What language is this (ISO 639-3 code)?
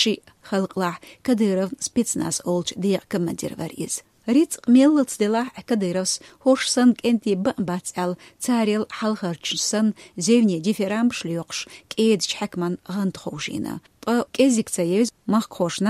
che